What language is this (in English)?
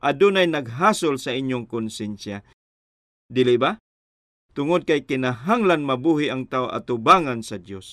Cebuano